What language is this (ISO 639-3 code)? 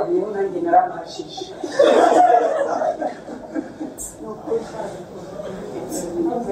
kin